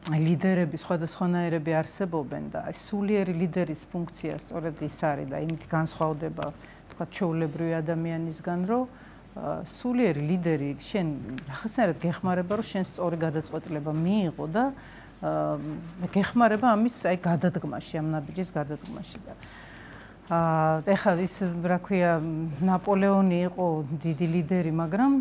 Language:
Georgian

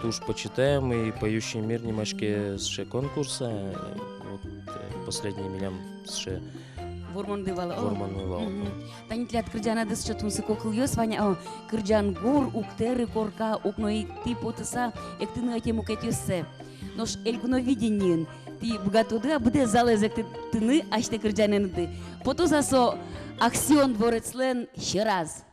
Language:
Udmurt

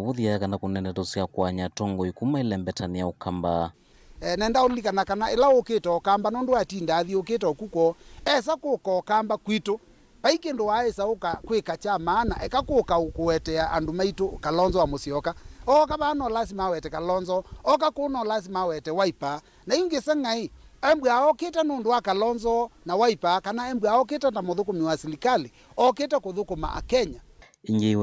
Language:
Kamba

